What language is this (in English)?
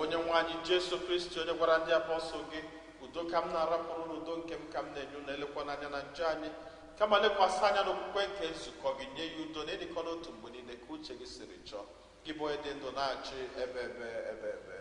Igbo